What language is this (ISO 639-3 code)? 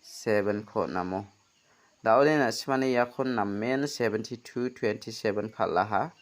grt